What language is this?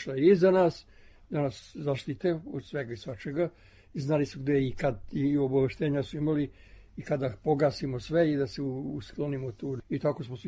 Serbian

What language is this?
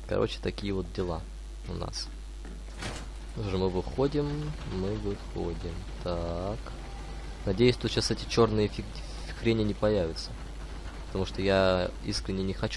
Russian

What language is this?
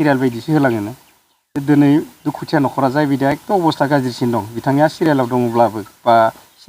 Bodo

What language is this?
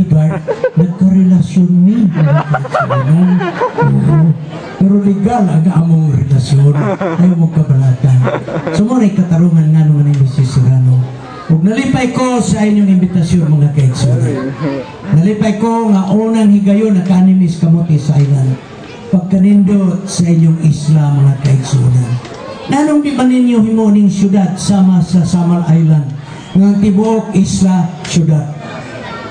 Cebuano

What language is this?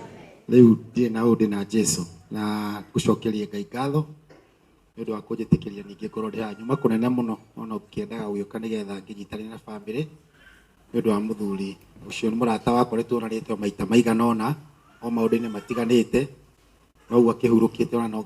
Kikuyu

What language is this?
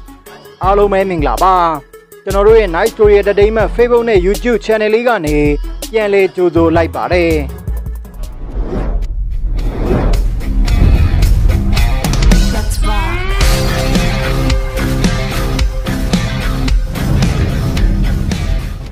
Burmese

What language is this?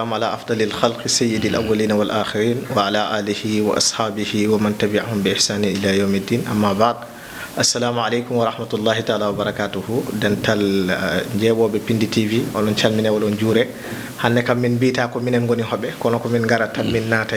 Fula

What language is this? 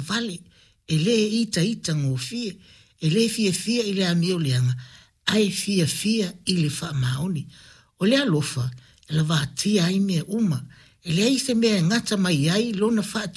Samoan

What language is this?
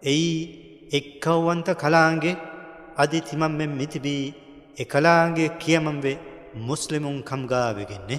Divehi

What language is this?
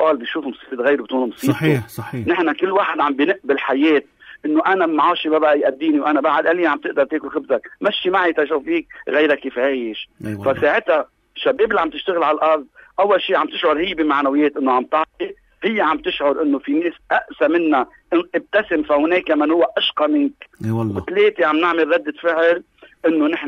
North Levantine Arabic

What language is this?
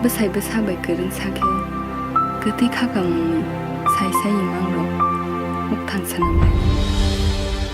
Kok Borok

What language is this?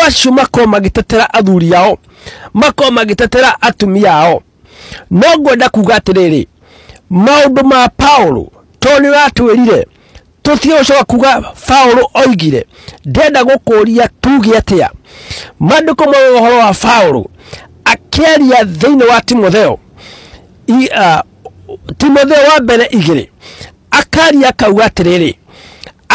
Kikuyu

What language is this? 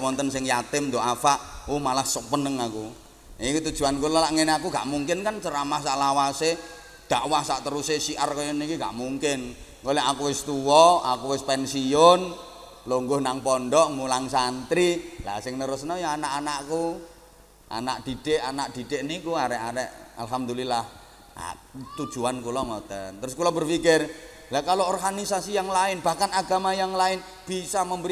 Javanese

